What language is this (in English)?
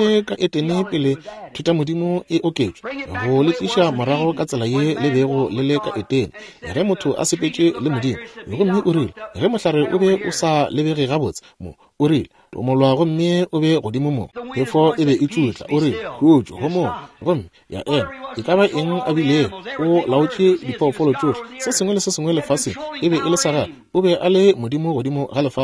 Northern Sotho